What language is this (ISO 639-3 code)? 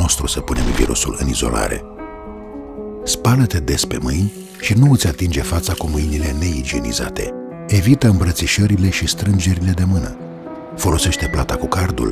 ron